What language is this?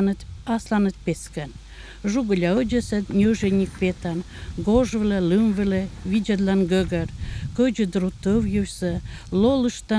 Komi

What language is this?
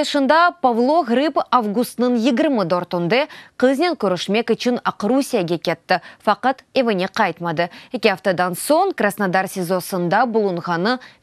Crimean Tatar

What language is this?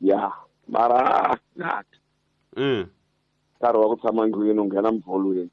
Tsonga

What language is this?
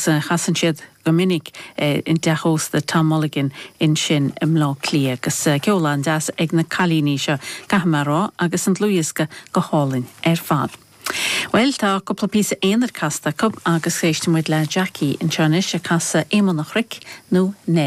Irish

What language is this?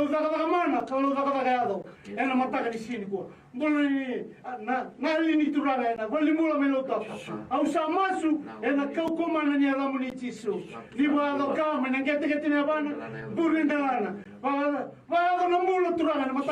Fijian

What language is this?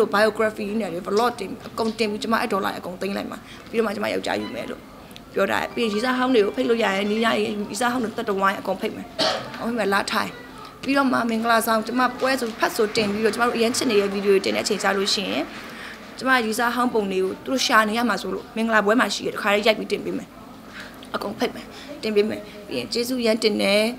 Burmese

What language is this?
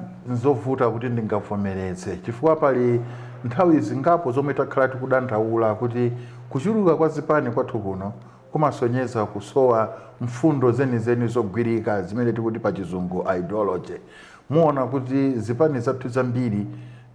Nyanja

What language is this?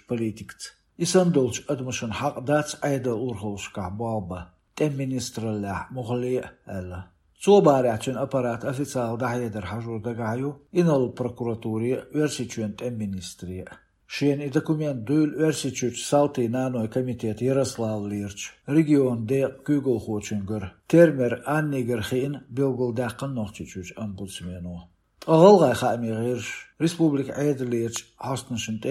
Chechen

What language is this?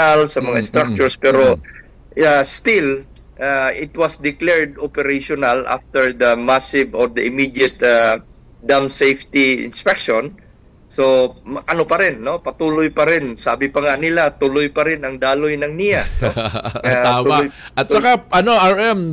Filipino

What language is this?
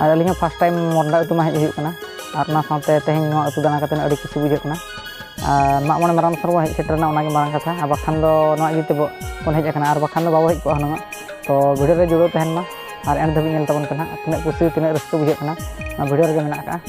Santali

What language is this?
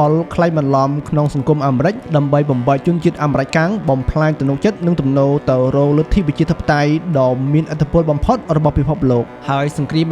Khmer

